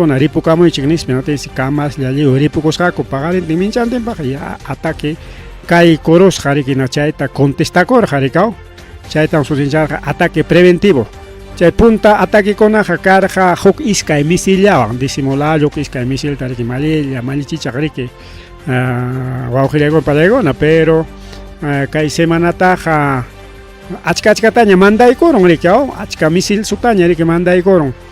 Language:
Ayacucho Quechua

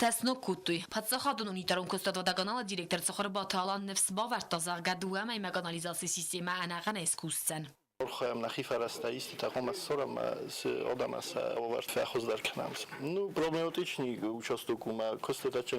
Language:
Ossetic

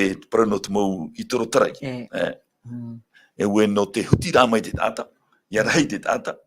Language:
Tahitian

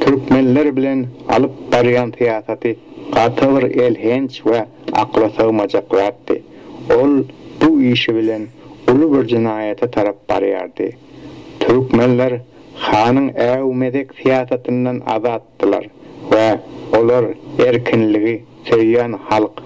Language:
Turkmen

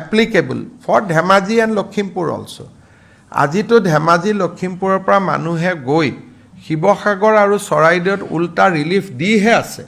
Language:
Assamese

